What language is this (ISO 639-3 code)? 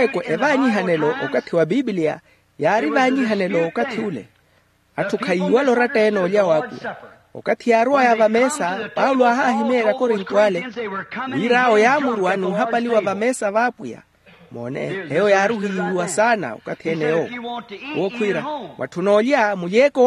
vmw